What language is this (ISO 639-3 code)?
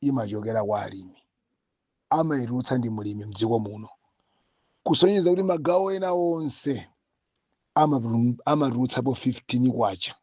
nya